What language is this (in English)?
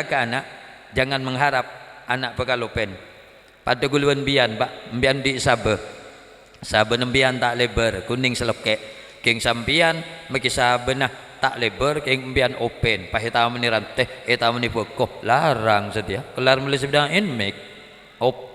Madurese